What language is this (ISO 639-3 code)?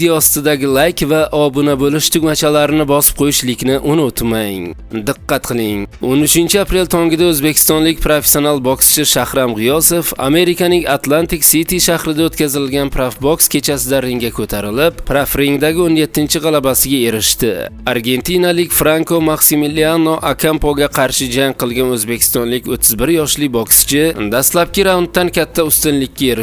uzb